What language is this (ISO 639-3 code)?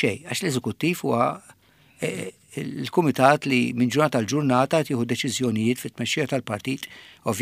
mlt